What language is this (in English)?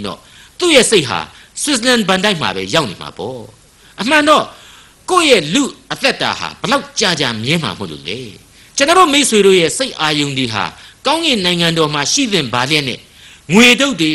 Burmese